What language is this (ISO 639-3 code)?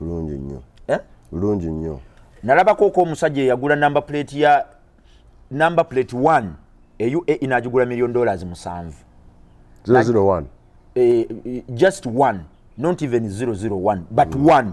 lug